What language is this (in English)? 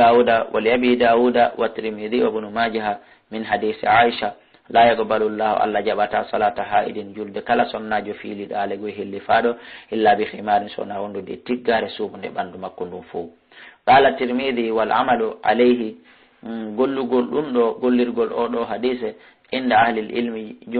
Fula